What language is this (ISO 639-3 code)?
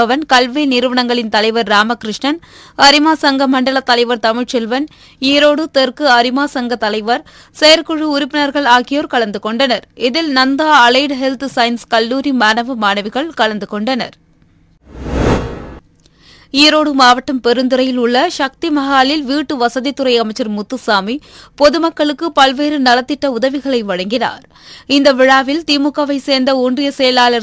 tam